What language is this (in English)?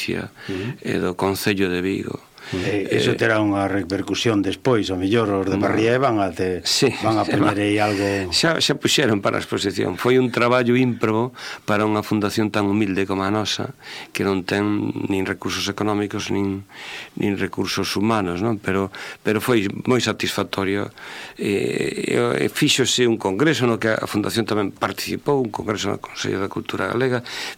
Galician